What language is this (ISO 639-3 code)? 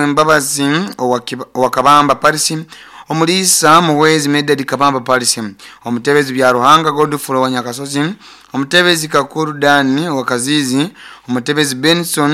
nyo